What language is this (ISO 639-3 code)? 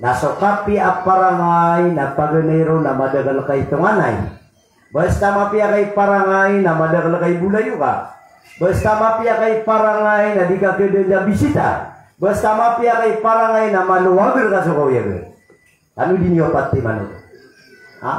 mrw